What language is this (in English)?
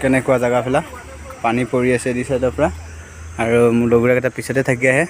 Assamese